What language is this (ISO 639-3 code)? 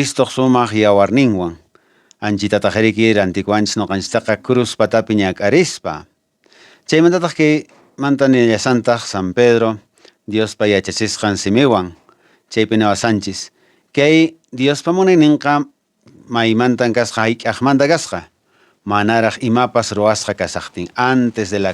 que